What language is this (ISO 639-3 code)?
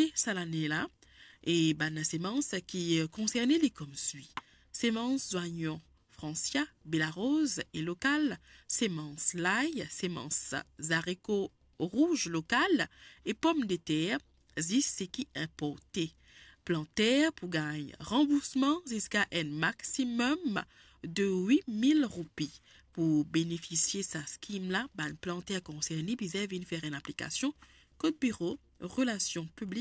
mfe